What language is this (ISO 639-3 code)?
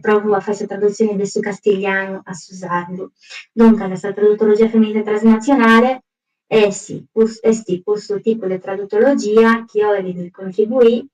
srd